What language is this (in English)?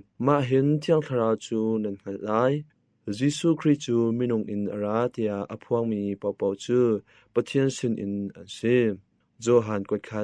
Hakha Chin